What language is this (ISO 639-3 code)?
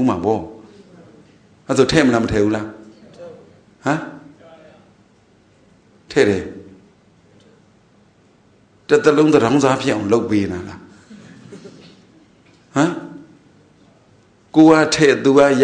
mya